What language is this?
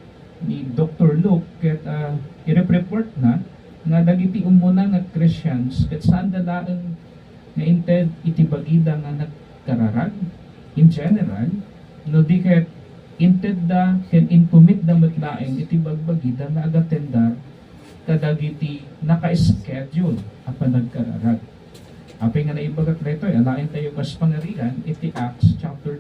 Iloko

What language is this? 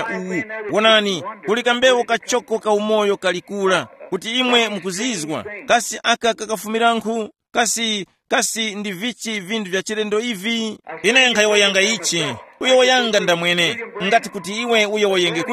Tumbuka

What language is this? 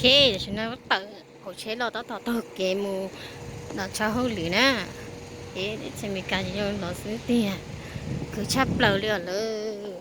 Hmong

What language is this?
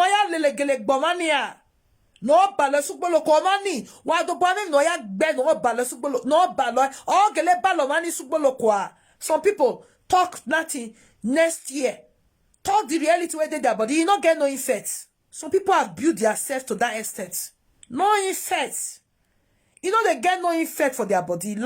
Nigerian Pidgin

